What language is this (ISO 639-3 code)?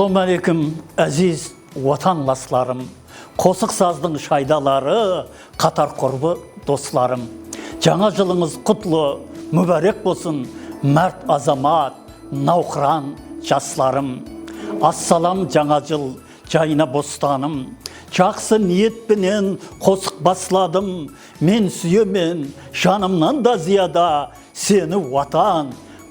kaa